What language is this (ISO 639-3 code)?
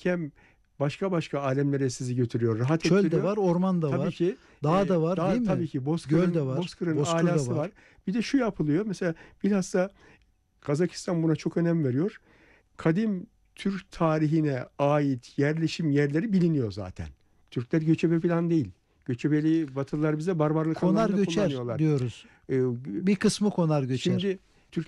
tur